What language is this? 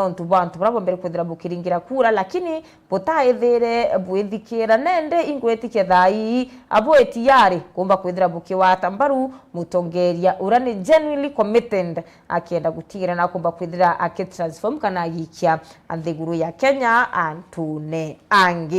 Meru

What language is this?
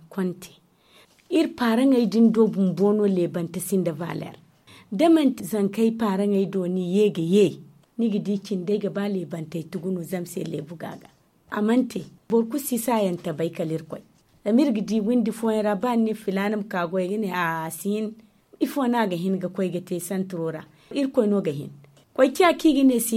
Zarma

